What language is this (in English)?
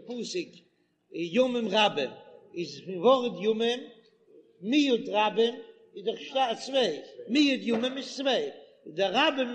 Yiddish